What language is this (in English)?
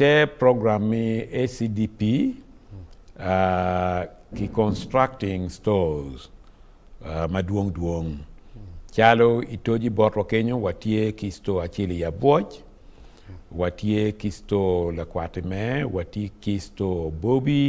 Acoli